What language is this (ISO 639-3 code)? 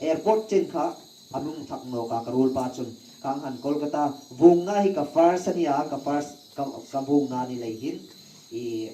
hmr